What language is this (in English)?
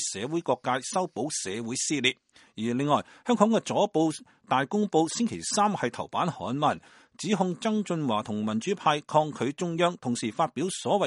Cantonese